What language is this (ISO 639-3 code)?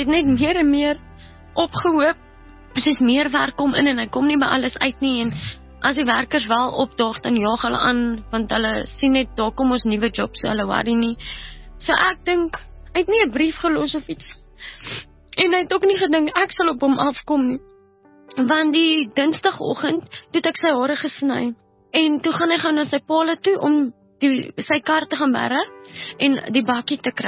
afr